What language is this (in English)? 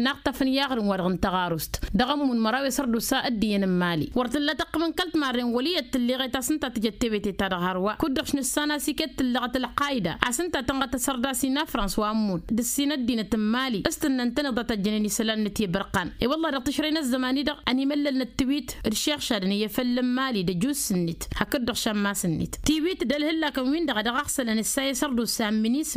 Tamasheq